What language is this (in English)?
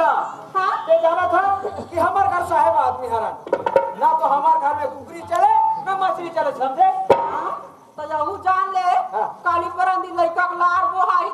Chhattisgarhi